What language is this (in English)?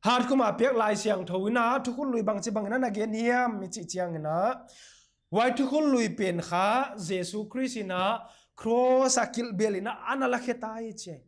Paite Chin